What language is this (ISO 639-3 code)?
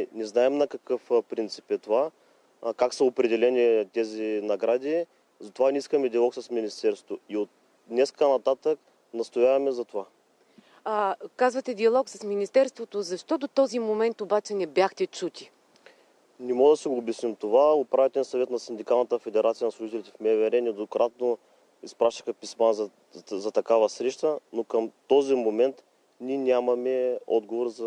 bul